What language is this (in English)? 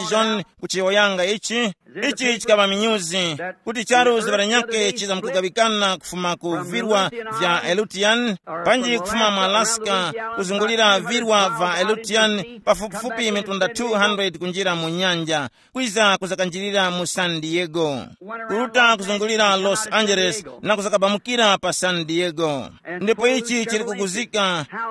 Tumbuka